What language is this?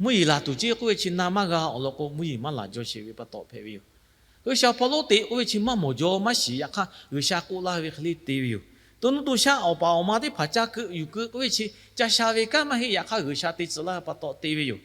Lahu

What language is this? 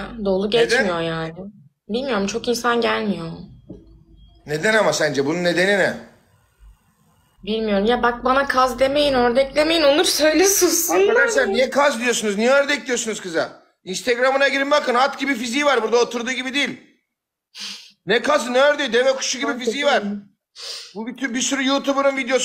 Turkish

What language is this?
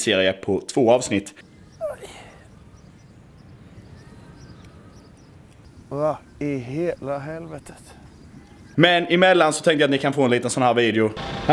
Swedish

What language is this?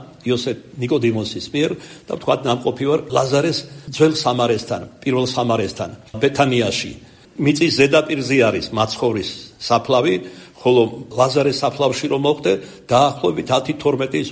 Georgian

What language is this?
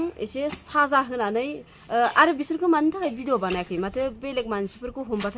Bodo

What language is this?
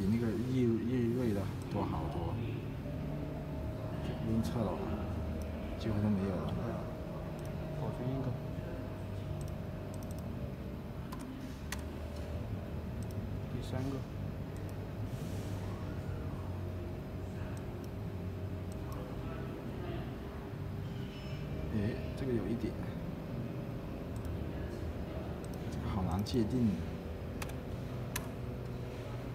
Chinese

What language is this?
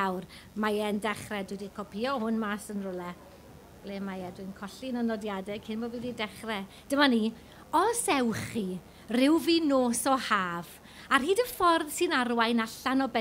Welsh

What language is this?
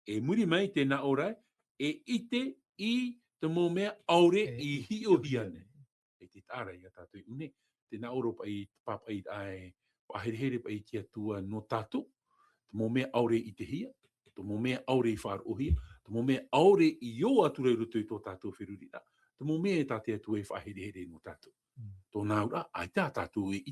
Tahitian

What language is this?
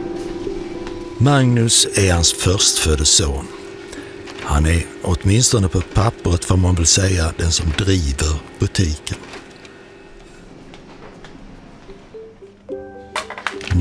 Swedish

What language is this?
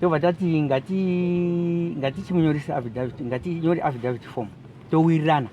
Shona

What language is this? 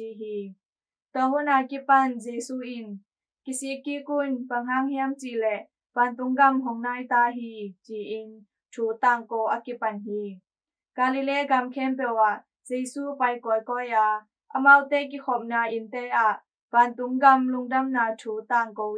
Tedim Chin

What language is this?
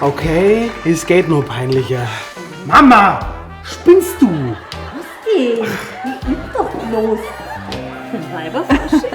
Bavarian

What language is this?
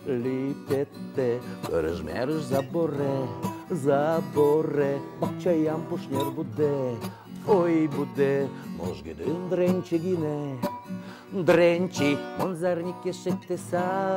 Udmurt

